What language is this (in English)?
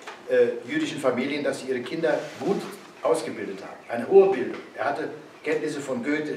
German